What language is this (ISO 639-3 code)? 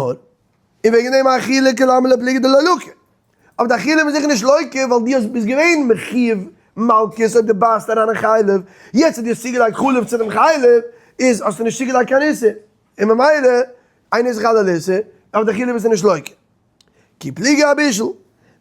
yid